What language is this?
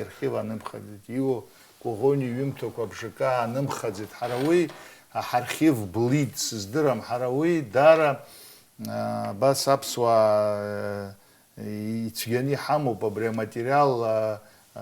Abkhazian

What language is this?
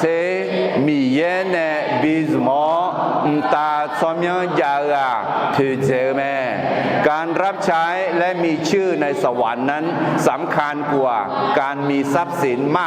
Akha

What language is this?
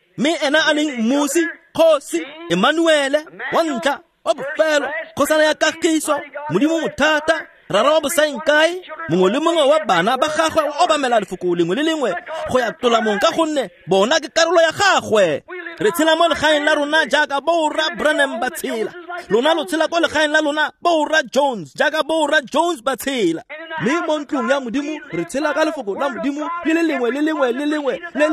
Tswana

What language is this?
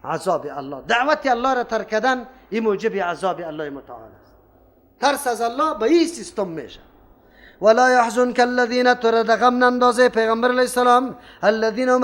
Persian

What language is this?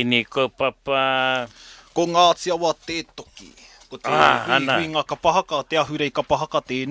Māori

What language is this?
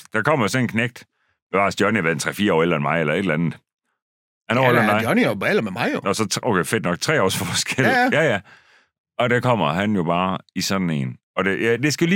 Danish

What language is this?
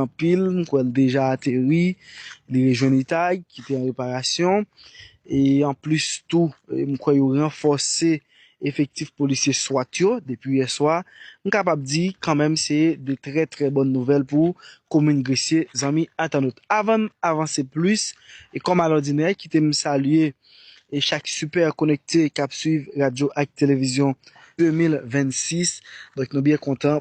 Haitian Creole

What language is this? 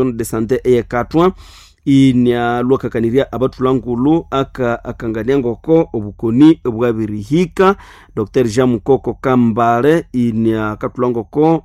Nande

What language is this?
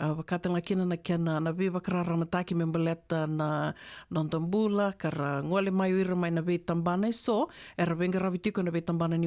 Fijian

